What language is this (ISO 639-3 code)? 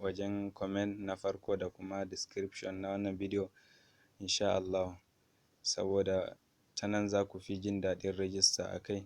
hau